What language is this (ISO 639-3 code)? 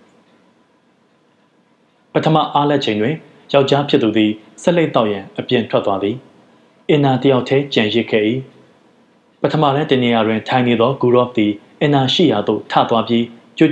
mya